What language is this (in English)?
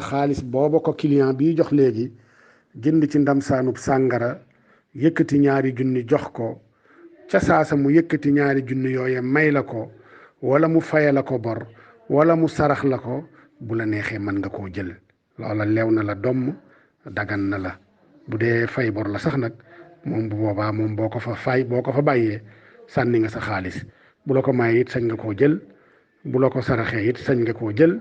Wolof